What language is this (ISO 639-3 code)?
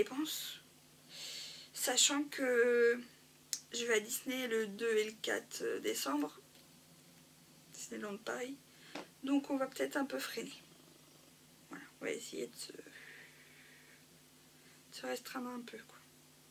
fra